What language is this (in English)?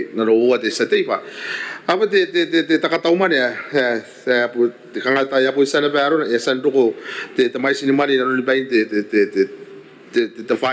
Gilbertese